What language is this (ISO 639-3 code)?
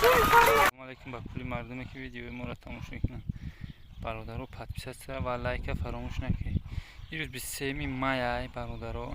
tgk